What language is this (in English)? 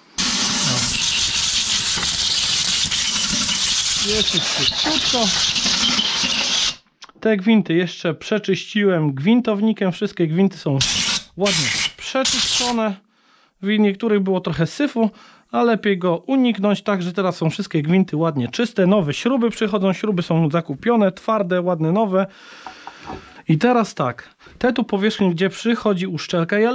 Polish